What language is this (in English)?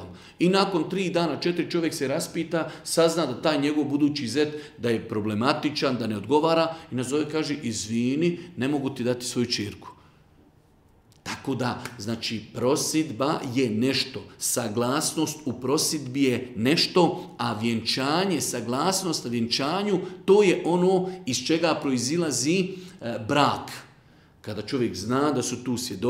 Bosnian